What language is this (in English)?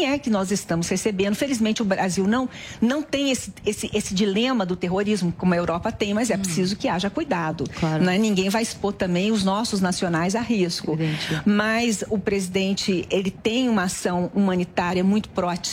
Portuguese